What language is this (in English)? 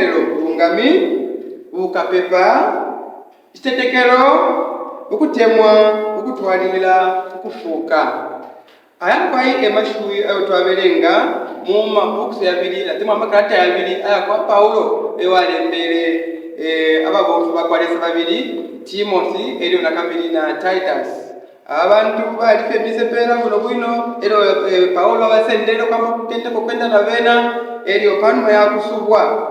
Bemba